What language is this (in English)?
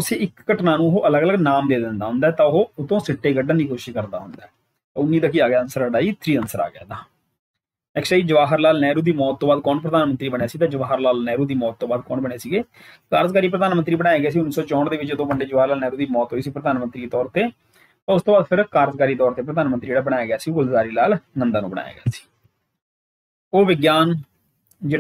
Punjabi